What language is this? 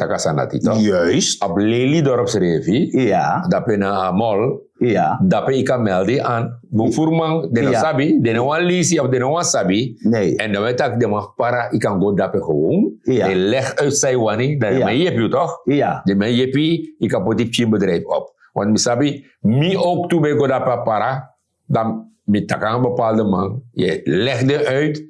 Sranan Tongo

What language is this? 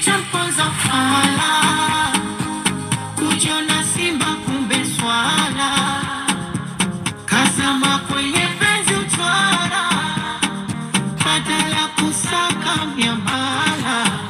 Swahili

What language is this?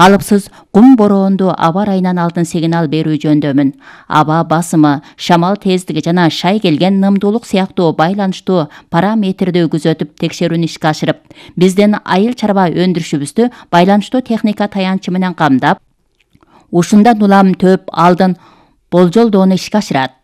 Kyrgyz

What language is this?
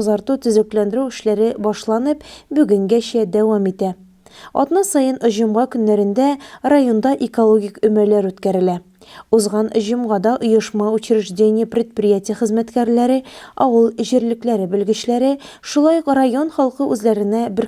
Tatar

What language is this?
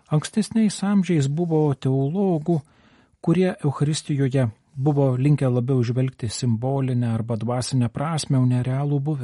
Lithuanian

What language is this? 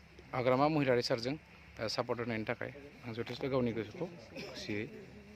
Bodo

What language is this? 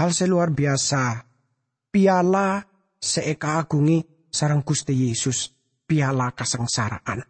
Madurese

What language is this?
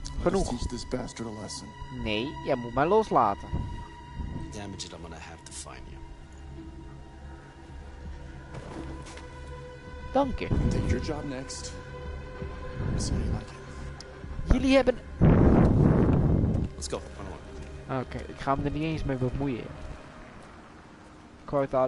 Dutch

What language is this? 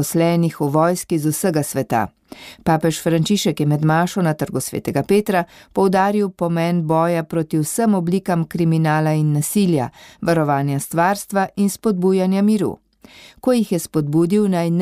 Slovenian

